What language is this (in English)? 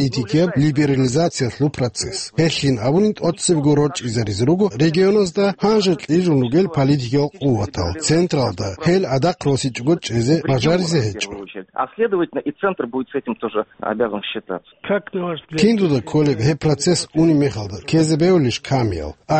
Avaric